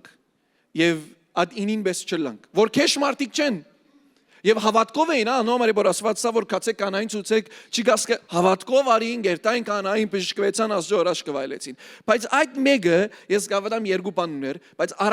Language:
Western Armenian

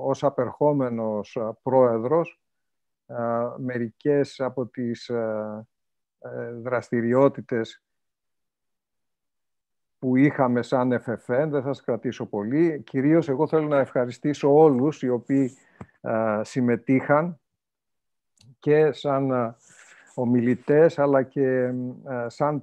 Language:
Greek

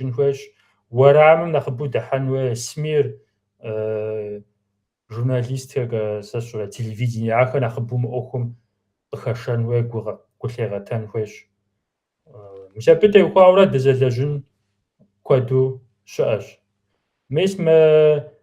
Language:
Kabardian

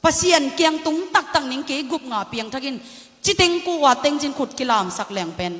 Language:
Tedim Chin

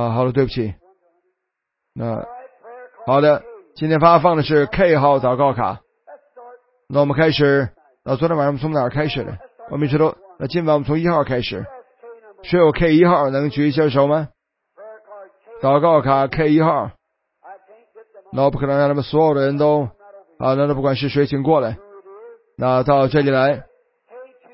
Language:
Chinese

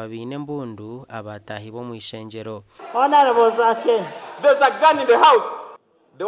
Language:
Nyankole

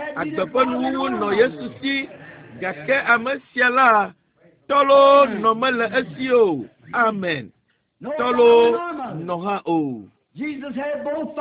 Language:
Ewe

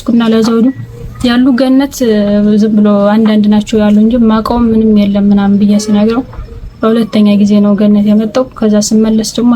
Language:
Amharic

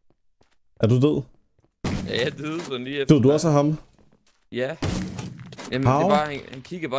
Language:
Danish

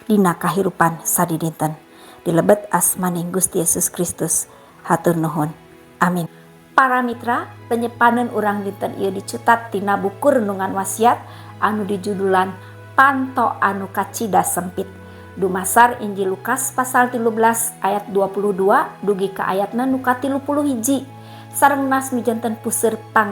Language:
Sundanese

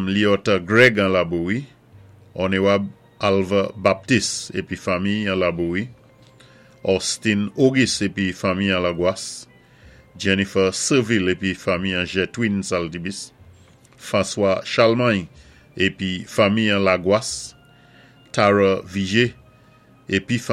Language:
Saint Lucian Creole French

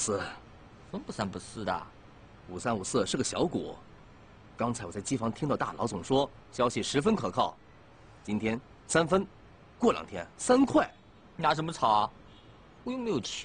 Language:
Chinese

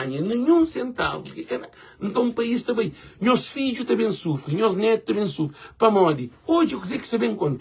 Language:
Kabuverdianu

